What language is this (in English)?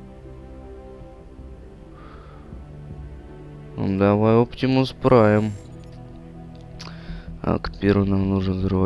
Russian